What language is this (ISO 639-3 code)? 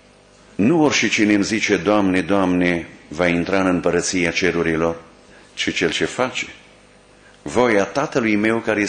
ron